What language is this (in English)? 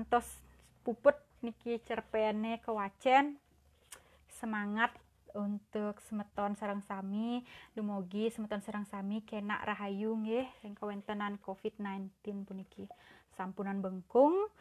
Balinese